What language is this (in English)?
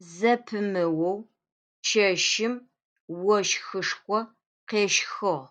Adyghe